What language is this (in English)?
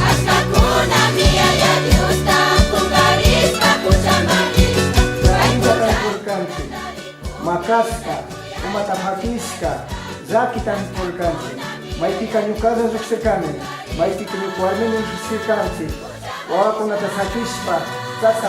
Chimborazo Highland Quichua